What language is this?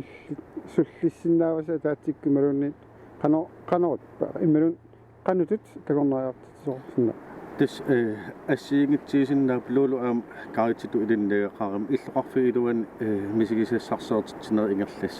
Kalaallisut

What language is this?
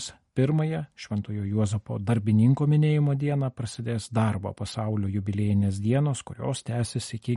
Lithuanian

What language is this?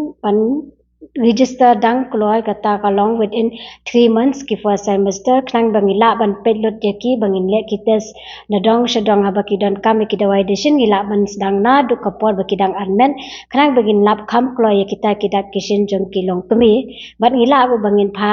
Khasi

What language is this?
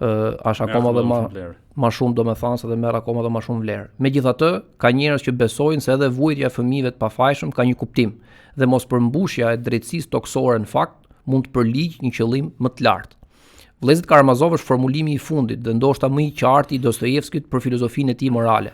Albanian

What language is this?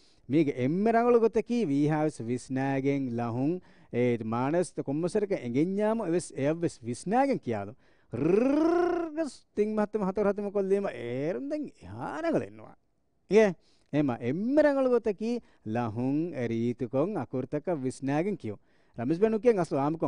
Divehi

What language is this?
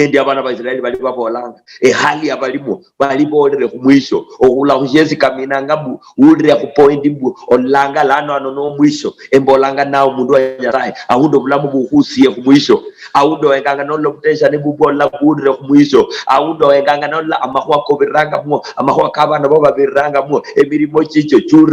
Luyia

